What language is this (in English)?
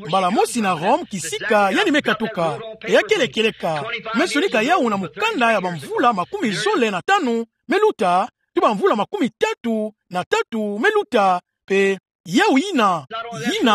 Kituba (Democratic Republic of Congo)